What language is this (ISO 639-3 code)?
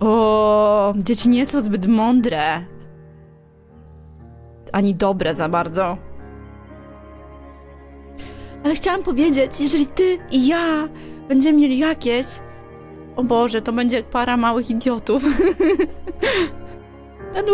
pol